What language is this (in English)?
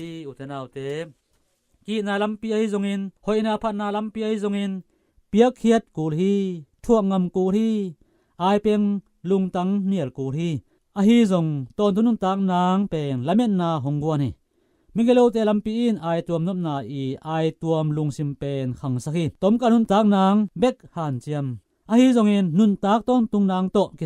Tedim Chin